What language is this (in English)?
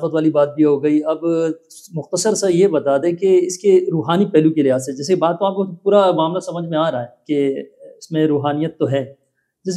Urdu